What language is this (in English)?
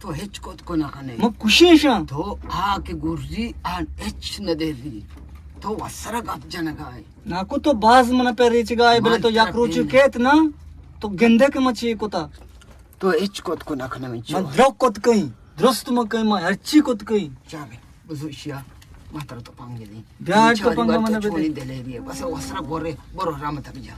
Eastern Balochi